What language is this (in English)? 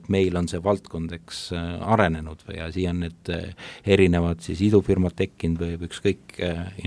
Estonian